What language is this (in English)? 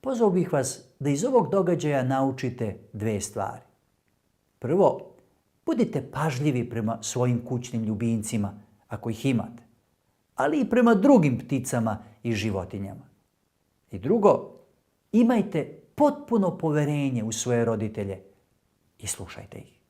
Macedonian